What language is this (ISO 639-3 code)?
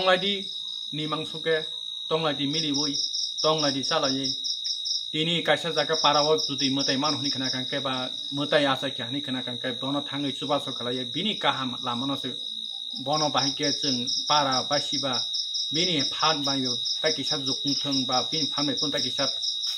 trp